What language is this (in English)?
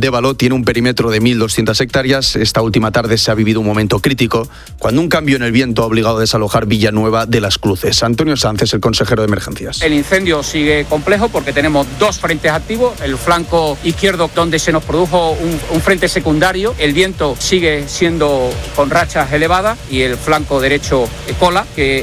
Spanish